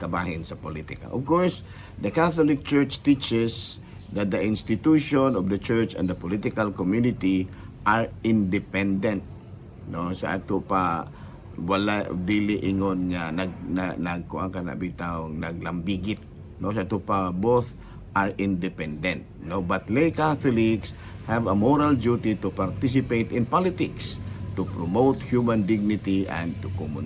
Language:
Cebuano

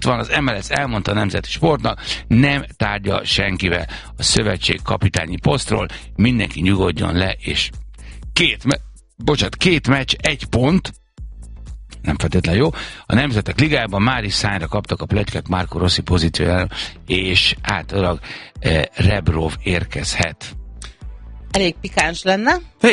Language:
Hungarian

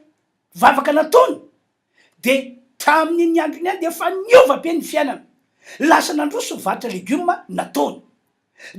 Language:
Malagasy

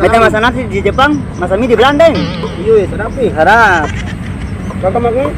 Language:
Ambonese Malay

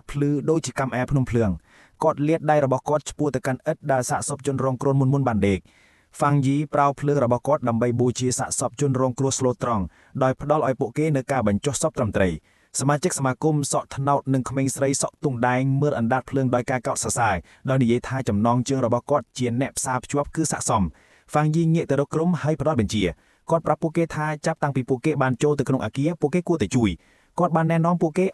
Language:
Khmer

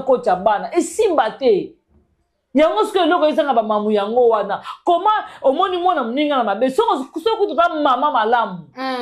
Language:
Lingala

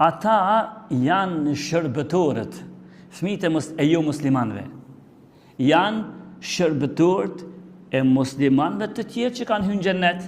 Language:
Albanian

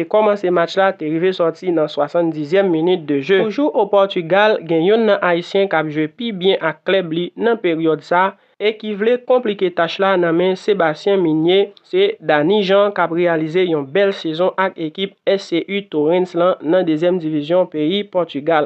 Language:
Haitian Creole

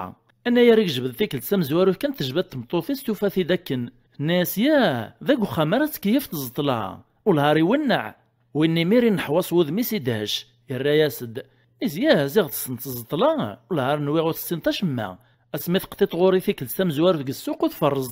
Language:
Kabyle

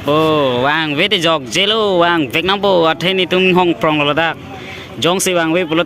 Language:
Karbi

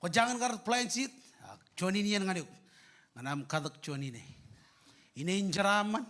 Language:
Marshallese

